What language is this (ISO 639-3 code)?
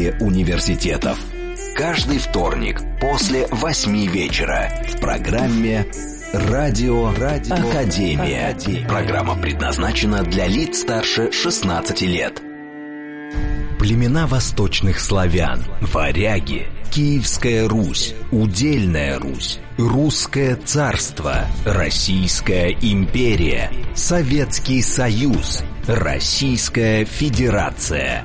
rus